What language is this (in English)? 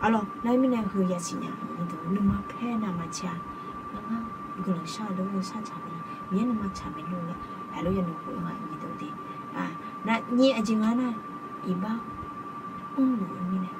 Akha